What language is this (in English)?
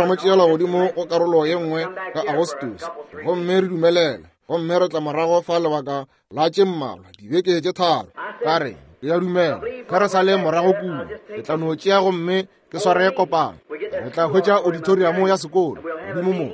Northern Sotho